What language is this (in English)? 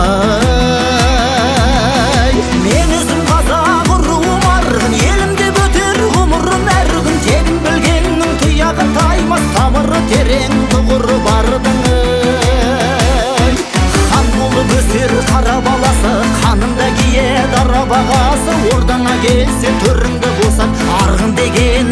Kazakh